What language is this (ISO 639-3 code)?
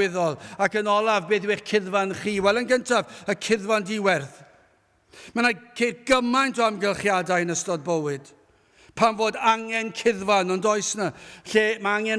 cym